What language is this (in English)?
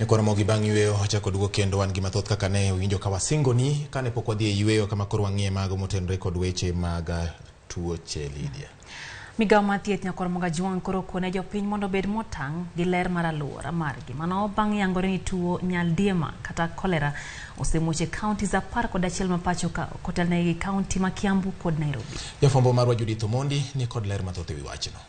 Luo (Kenya and Tanzania)